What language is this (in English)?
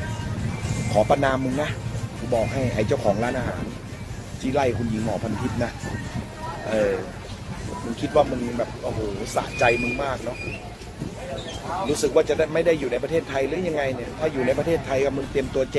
Thai